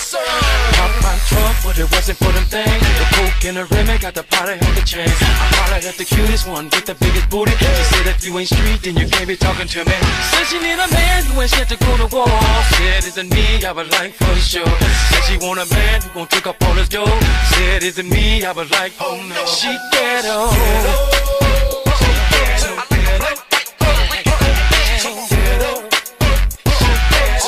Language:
English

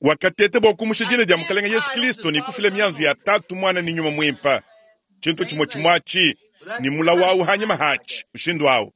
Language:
Luba-Lulua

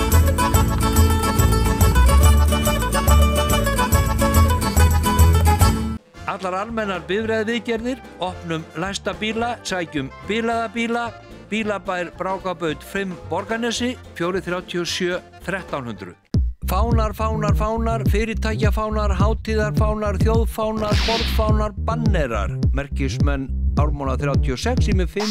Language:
Icelandic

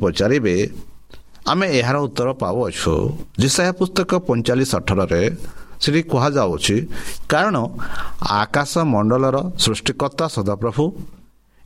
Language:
Odia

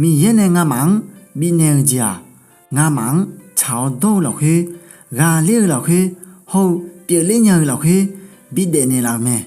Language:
Akha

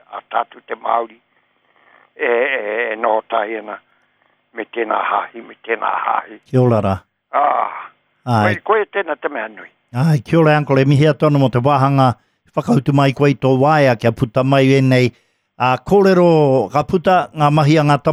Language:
Māori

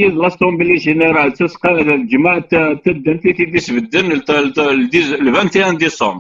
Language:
Kabyle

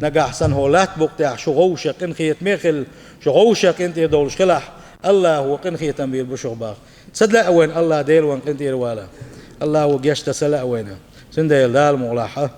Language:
Chechen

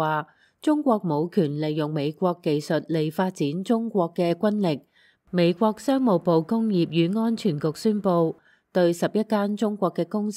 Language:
Cantonese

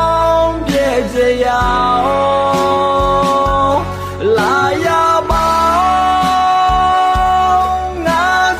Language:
Akha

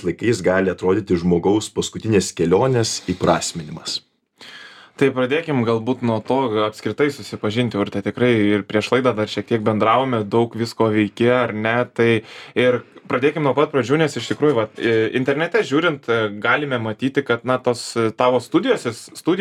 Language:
Lithuanian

